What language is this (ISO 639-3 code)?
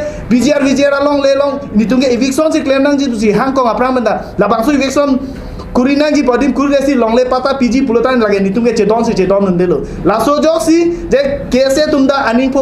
mjw